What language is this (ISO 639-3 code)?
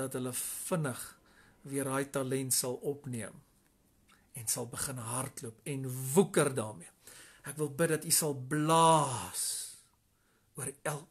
afr